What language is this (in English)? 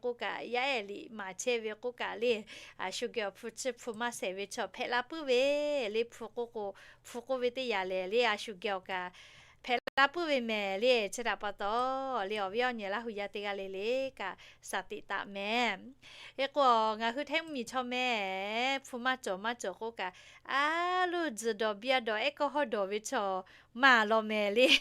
Lahu